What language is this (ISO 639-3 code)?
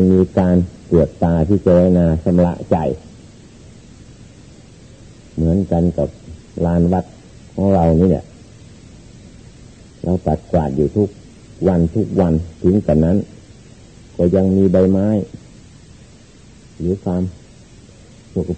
tha